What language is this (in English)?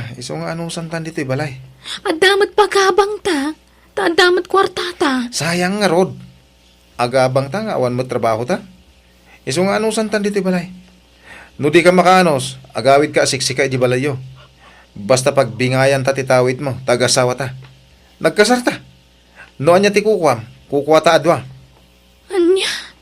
Iloko